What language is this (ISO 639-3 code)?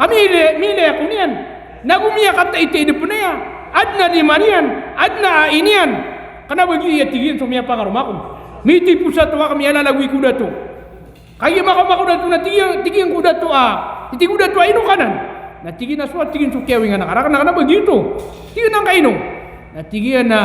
mrw